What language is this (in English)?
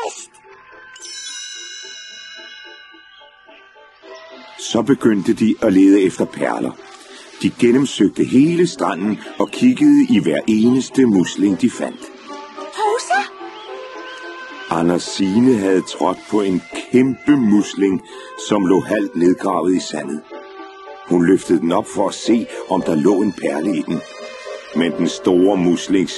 Danish